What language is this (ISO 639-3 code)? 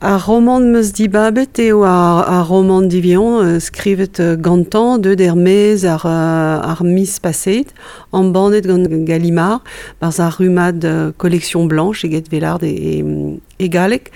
bre